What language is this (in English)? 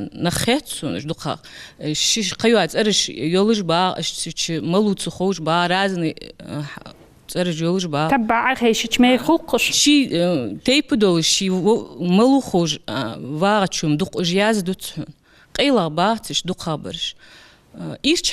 Ingush